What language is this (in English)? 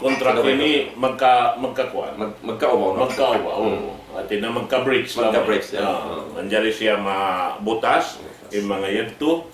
Tausug